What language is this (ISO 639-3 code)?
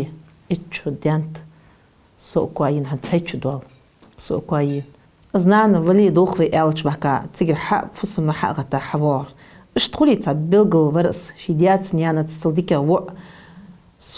inh